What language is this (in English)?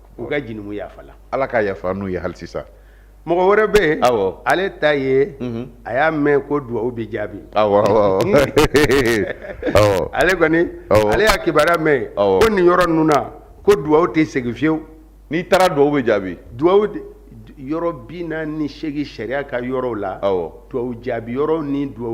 Bambara